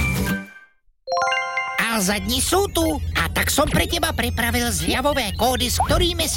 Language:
Slovak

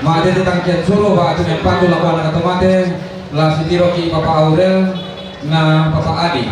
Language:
Toraja-Sa'dan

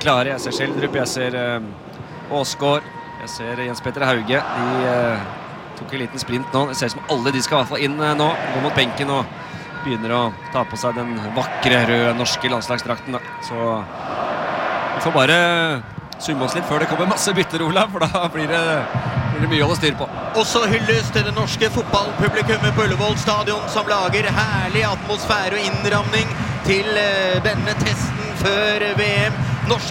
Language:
Norwegian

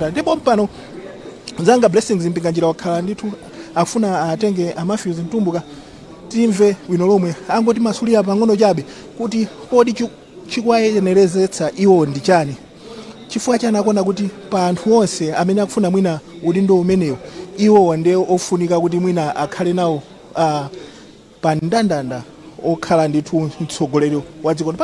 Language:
Nyanja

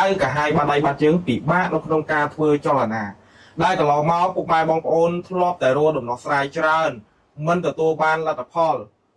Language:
Khmer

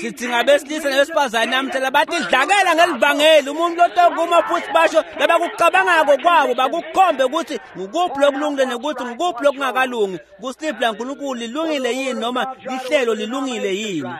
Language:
Swati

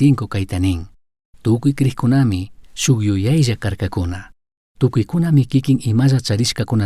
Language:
Chimborazo Highland Quichua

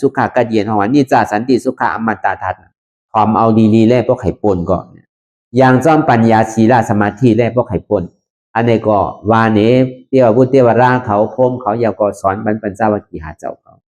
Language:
Shan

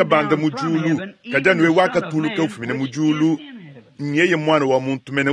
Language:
Luba-Lulua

